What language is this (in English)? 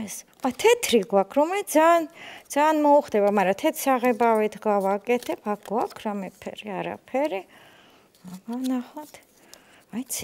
Georgian